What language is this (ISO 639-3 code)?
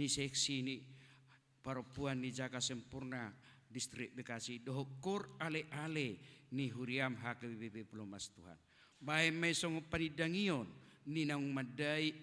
bbc